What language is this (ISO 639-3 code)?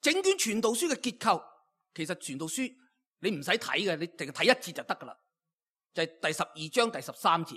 yue